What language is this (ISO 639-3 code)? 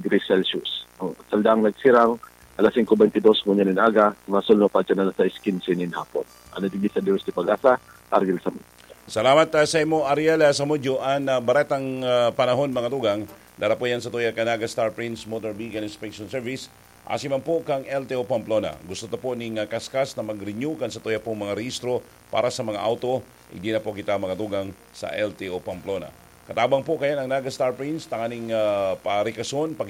bik